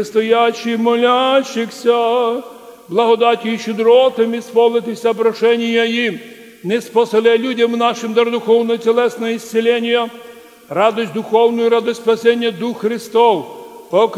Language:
Rusyn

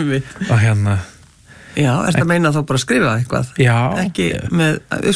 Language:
Icelandic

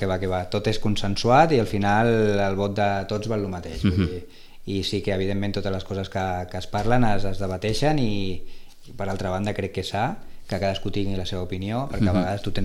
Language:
Catalan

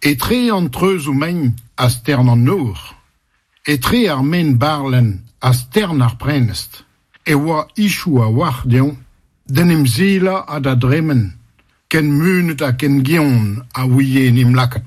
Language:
Breton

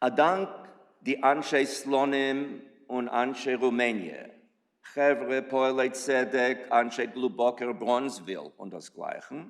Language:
Yiddish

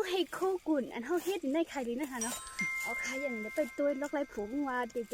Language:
Shan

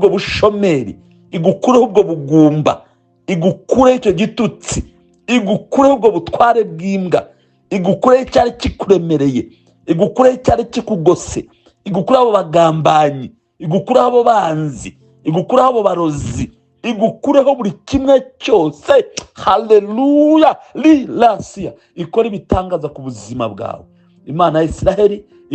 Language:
Kinyarwanda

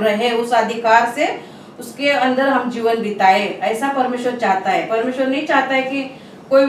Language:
Hindi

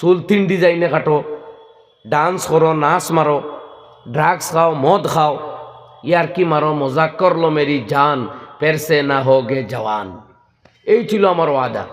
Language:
Sylheti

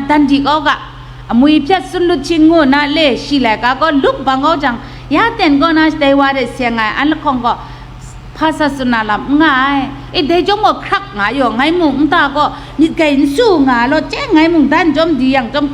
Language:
Kachin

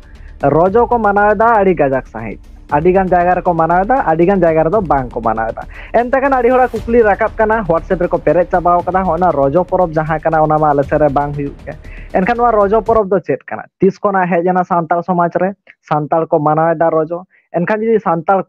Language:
Santali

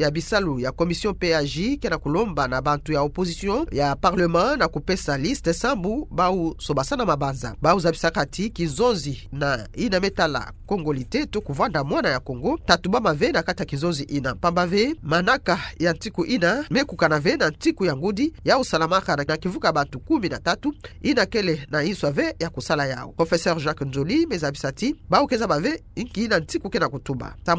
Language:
Kituba (Democratic Republic of Congo)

